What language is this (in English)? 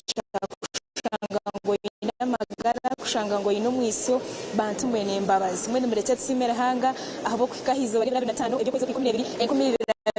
Nyankole